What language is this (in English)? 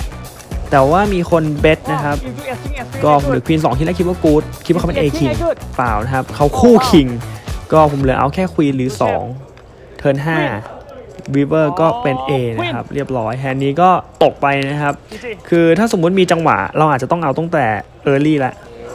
Thai